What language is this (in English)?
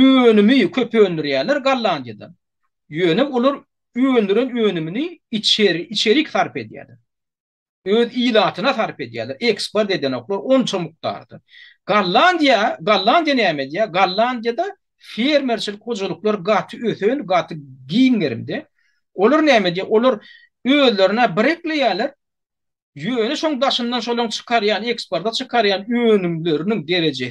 Turkmen